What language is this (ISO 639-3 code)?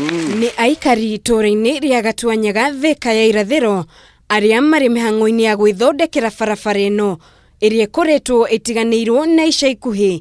kik